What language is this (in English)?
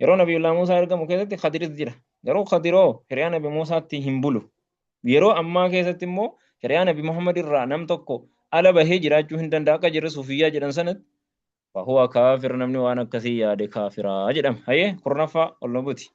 Oromo